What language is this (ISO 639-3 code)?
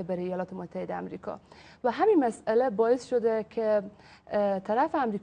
fas